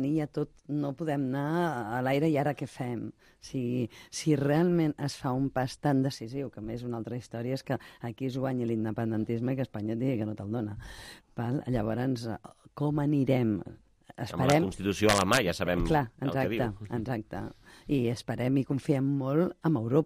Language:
Catalan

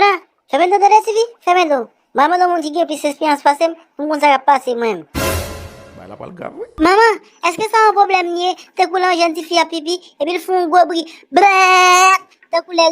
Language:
Haitian Creole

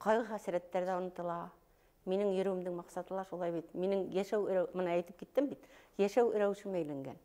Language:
Bashkir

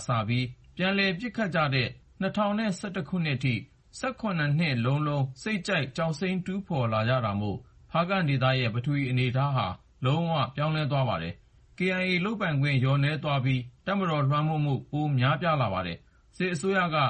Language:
Burmese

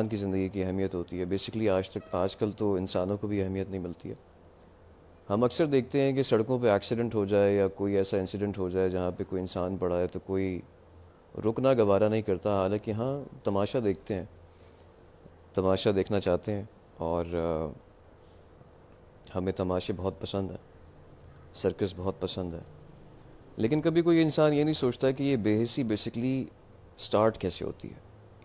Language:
Urdu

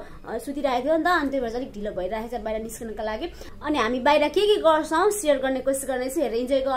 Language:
Nepali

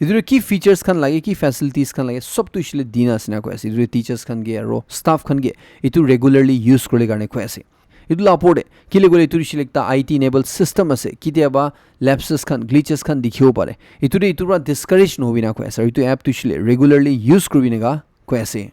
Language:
Naga Pidgin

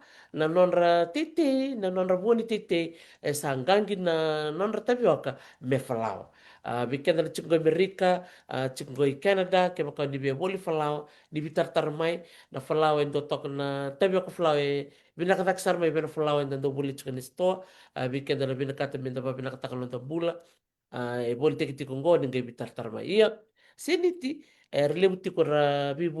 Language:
Fijian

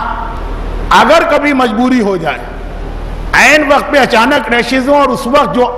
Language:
Urdu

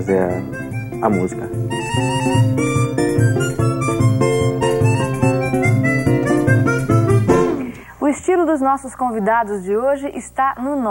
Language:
Portuguese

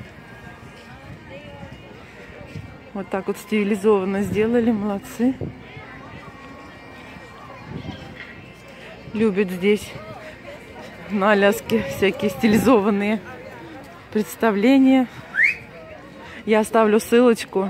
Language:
Russian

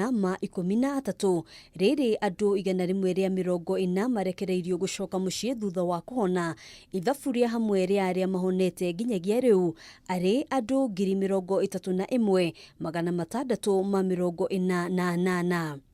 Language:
Kikuyu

